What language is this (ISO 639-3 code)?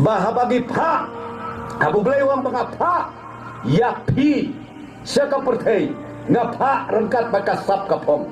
kha